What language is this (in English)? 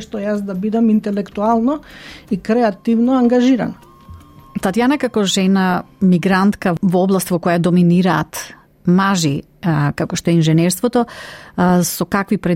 Macedonian